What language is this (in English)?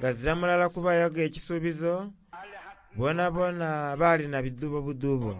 Soga